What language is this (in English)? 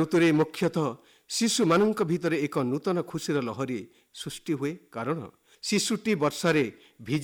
Odia